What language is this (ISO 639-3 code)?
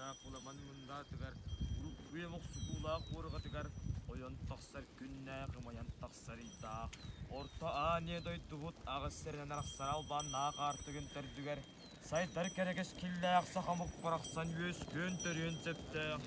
sah